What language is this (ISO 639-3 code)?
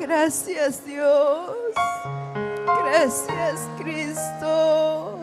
quy